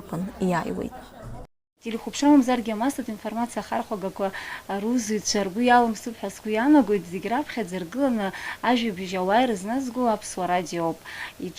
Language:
Abkhazian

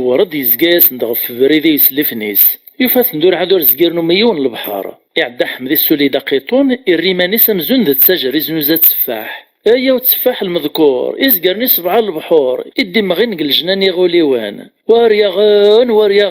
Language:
Kabyle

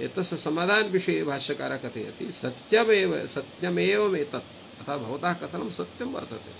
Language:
Sanskrit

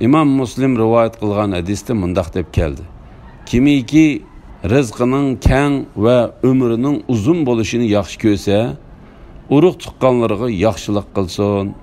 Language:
Uyghur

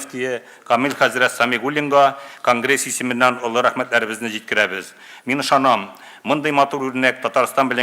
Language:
Tatar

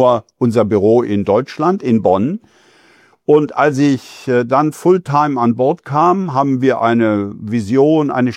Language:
German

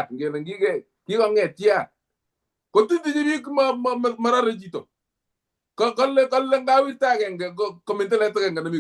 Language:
Kalenjin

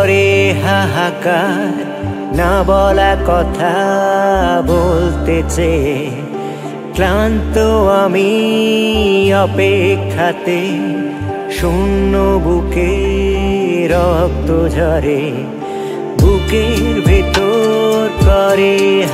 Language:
Bangla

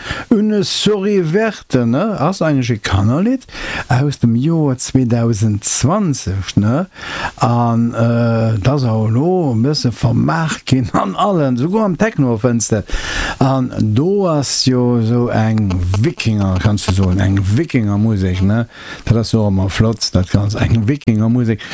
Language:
Luxembourgish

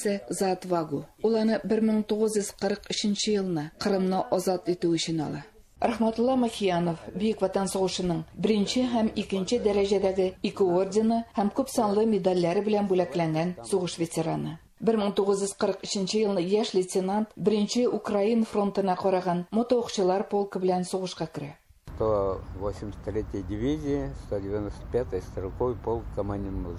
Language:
Tatar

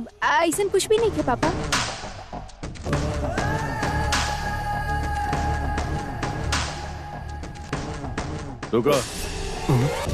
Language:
Bhojpuri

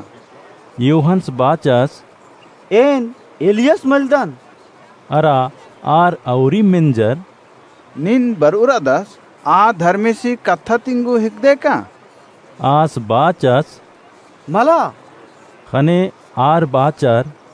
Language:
Kurukh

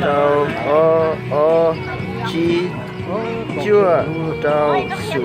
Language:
Hmong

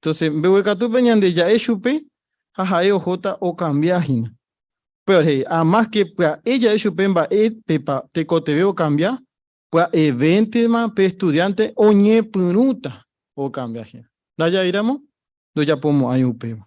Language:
Guarani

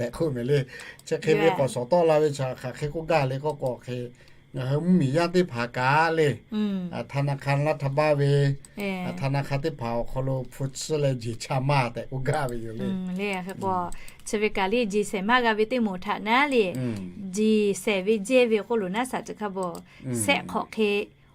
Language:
Lahu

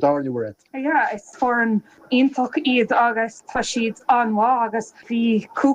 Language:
Irish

